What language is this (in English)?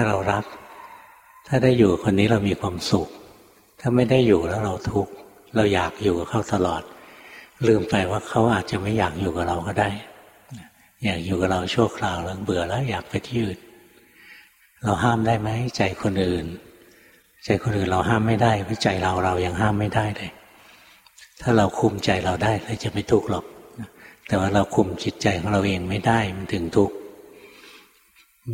Thai